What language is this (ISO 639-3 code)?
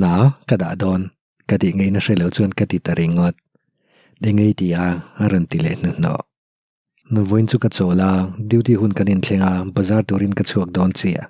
lus